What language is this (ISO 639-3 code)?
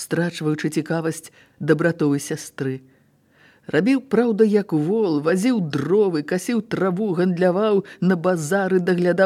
bel